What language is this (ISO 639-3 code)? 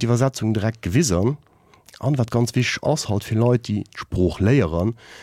ltz